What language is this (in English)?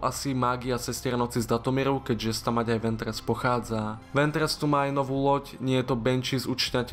Slovak